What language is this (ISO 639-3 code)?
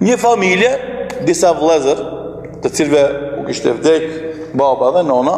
sqi